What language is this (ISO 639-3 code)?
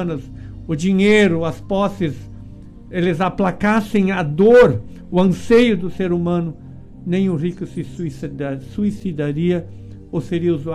por